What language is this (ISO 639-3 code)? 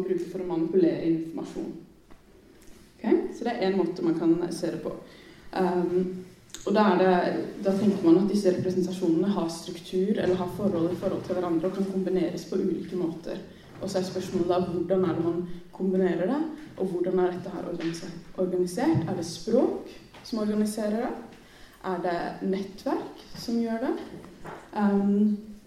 nor